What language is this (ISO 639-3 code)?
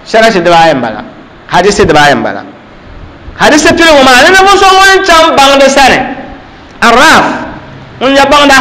dag